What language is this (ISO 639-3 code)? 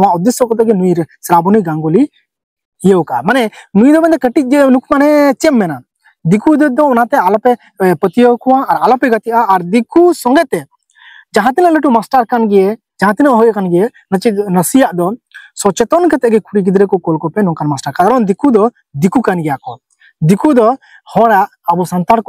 sat